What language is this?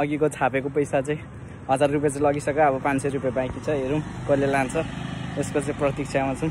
Nepali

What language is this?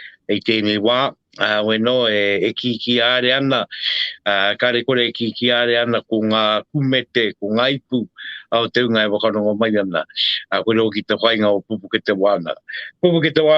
Māori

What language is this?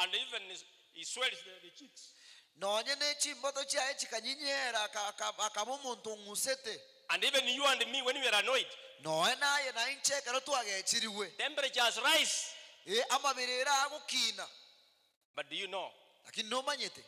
Gusii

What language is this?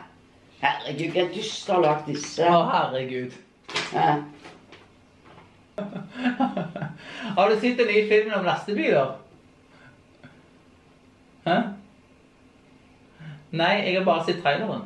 Norwegian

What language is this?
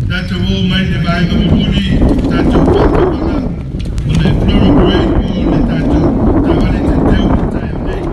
Samoan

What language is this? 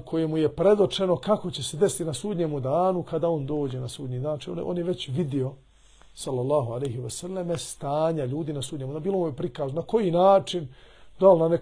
Bosnian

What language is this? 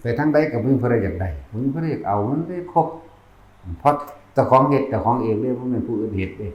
Northeastern Thai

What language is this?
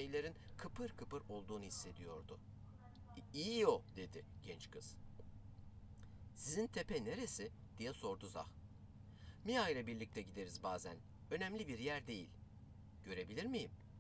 Turkish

